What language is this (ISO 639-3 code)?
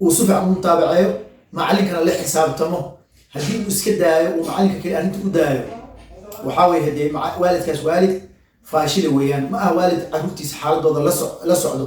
som